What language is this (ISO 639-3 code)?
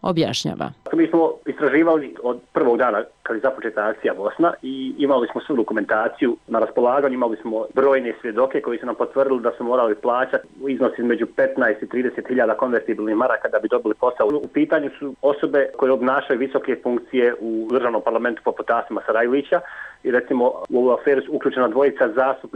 bos